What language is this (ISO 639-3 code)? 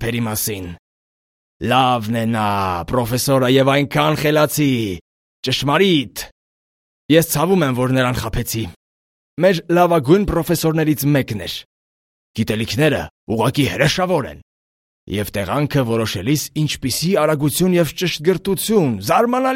hye